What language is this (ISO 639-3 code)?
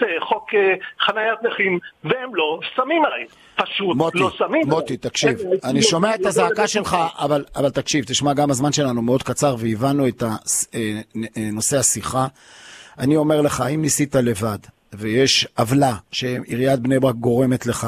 heb